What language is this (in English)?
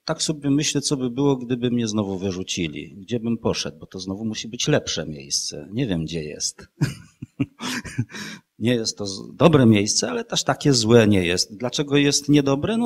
Polish